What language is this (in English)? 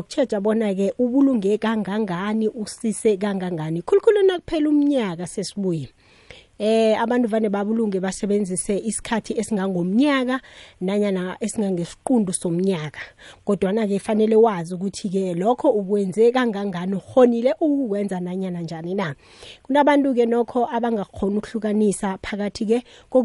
South Ndebele